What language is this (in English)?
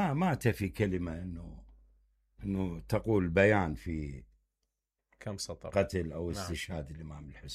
Mesopotamian Arabic